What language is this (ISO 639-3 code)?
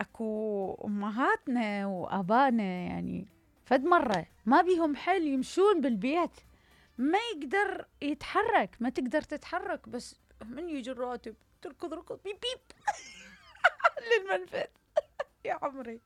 acm